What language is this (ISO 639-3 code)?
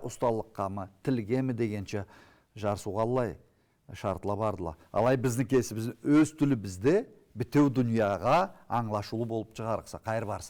krc